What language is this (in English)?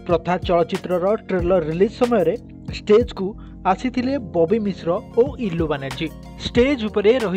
Odia